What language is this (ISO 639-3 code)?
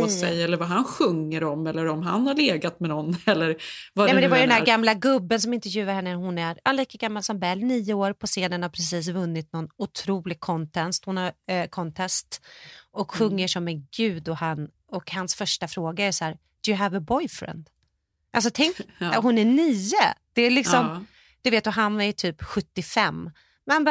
swe